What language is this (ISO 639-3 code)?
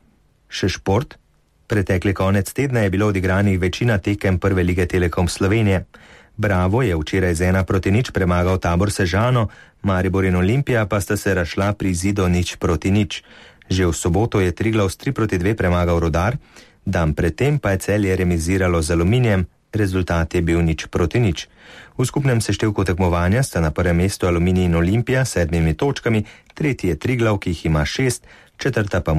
slv